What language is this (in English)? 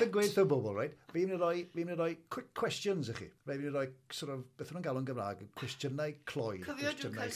Welsh